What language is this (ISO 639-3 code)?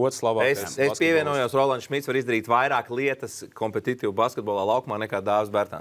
lav